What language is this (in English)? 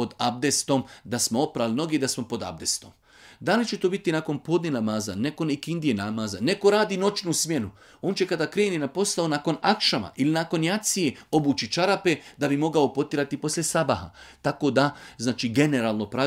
Bosnian